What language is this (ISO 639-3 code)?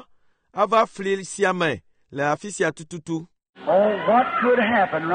ewe